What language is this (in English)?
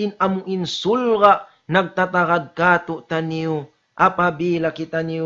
Tausug